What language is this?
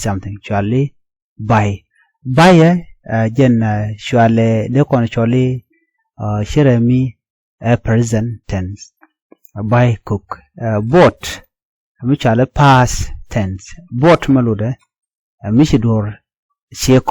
Nuer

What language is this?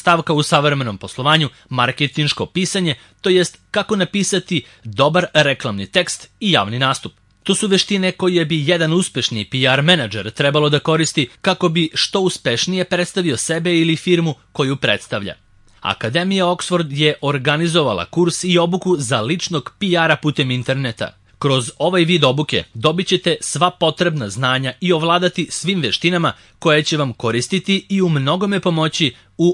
Serbian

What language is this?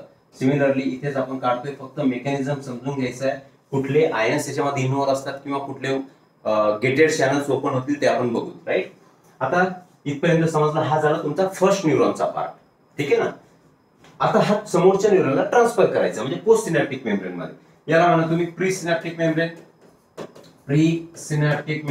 Marathi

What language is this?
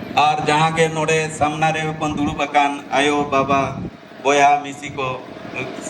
Santali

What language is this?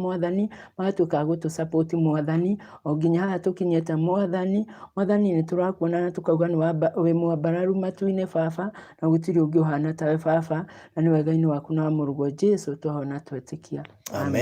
Kikuyu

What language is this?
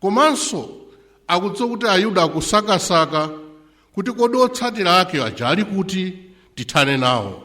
Nyanja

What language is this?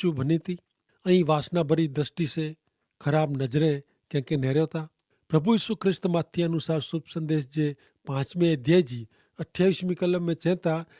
Kachhi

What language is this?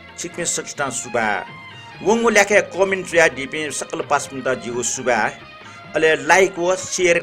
Newari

